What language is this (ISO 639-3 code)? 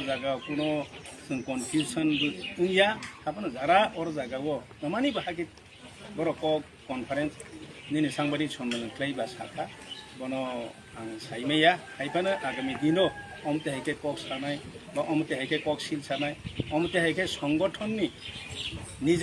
trp